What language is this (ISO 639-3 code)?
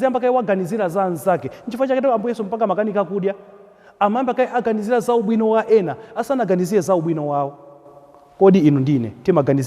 nya